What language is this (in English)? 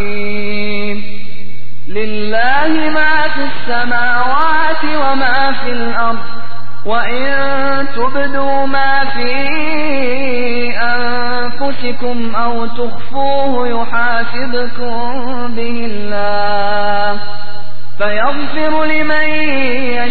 Arabic